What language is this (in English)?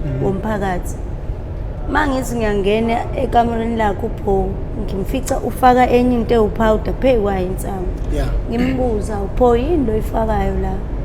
Zulu